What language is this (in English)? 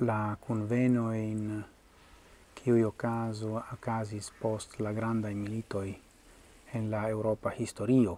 Esperanto